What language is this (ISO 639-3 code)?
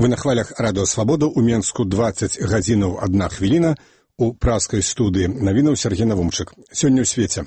bel